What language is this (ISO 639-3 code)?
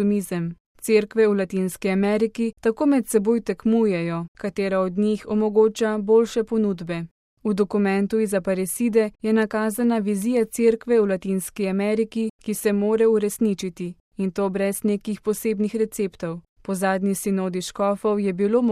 slv